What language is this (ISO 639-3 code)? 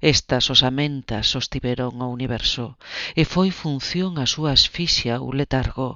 glg